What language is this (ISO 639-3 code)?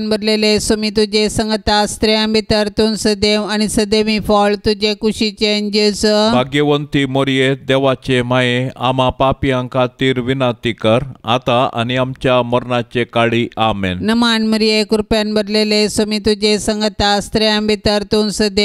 kok